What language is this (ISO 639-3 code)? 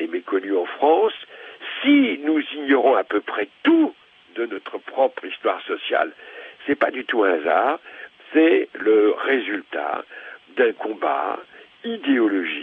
fra